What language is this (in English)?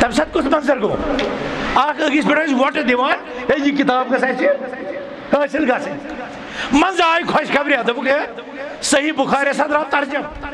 Kashmiri